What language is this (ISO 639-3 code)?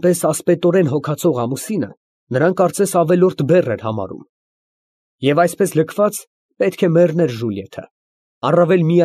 hye